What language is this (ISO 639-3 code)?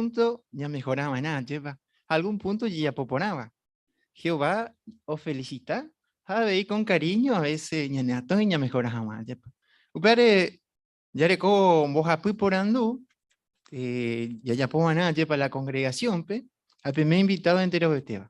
grn